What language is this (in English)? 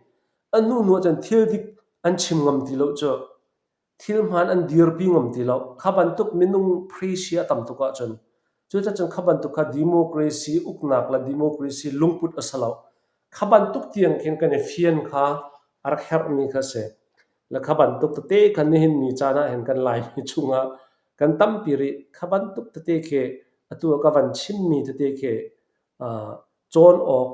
Falam Chin